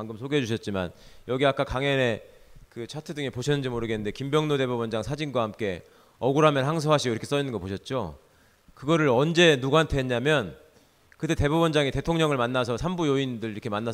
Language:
Korean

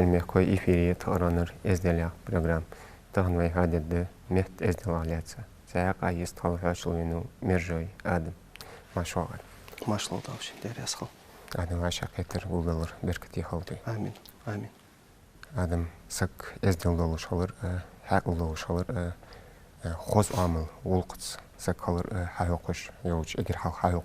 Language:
Ingush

